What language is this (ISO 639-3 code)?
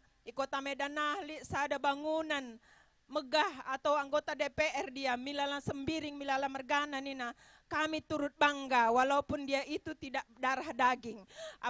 btx